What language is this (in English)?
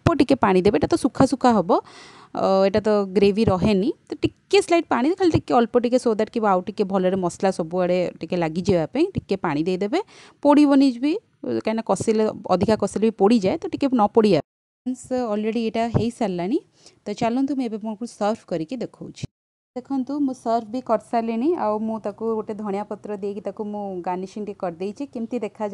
Odia